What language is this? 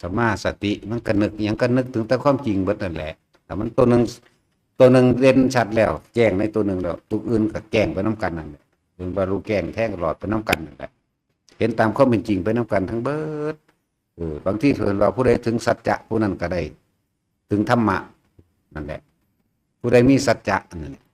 Northeastern Thai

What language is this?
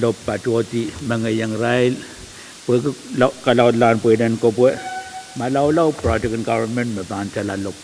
Pohnpeian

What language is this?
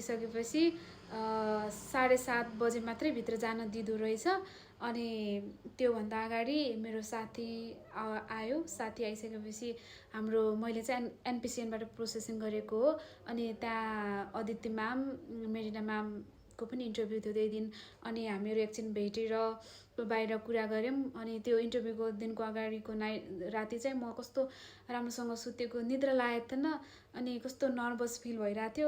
Nepali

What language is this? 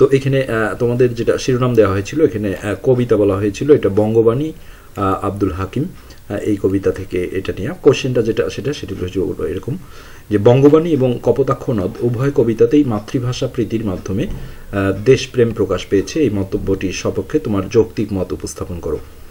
Bangla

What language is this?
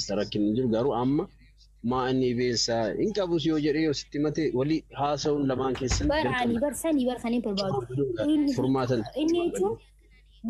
Oromo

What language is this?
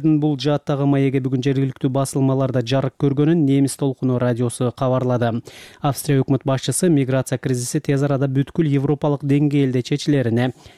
Kyrgyz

